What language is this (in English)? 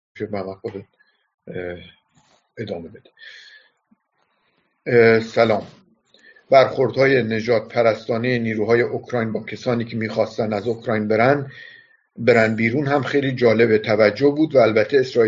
Persian